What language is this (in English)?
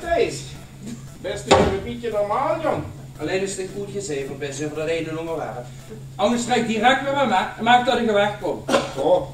Limburgish